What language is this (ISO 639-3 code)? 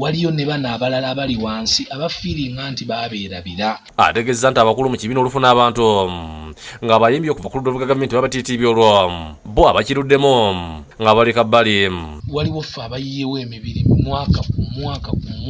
lug